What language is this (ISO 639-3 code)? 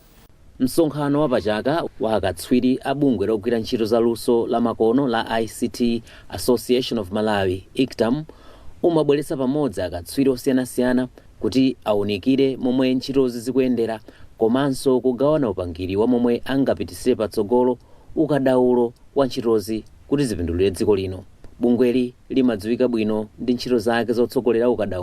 nya